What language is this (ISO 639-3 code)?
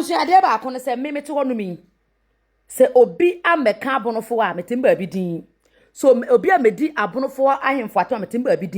aka